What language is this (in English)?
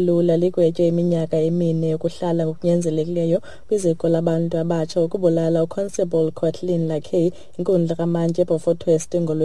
Xhosa